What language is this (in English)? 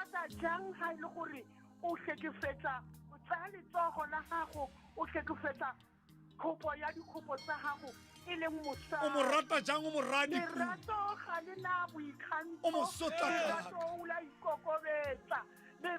Tswana